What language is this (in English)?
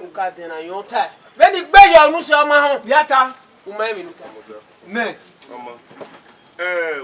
Bini